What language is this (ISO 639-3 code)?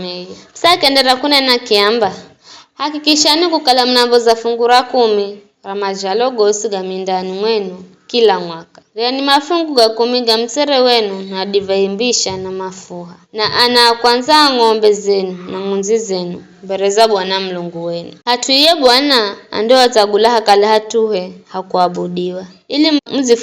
nyf